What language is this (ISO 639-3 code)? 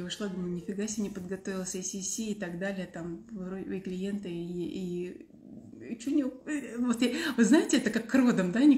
rus